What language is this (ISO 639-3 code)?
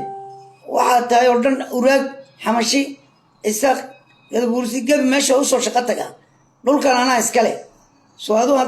som